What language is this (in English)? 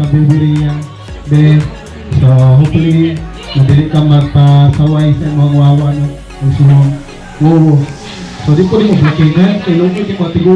Cebuano